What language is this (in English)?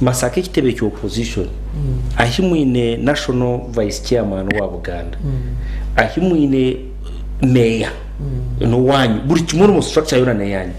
Nyankole